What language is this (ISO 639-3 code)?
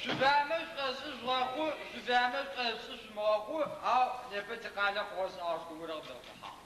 ady